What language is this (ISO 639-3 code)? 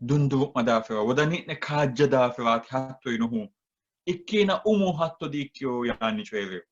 sid